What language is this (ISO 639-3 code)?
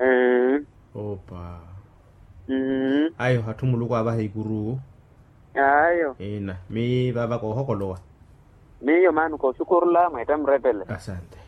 vmw